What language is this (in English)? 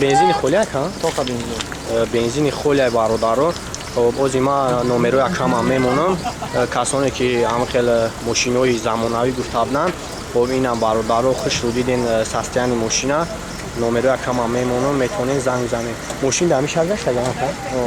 Tajik